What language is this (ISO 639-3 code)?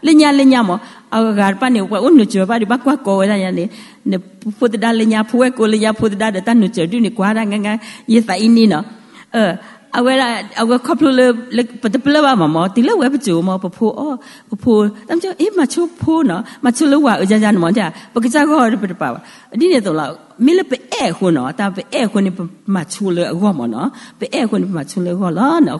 ksw